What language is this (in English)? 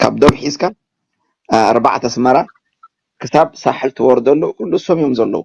Tigrinya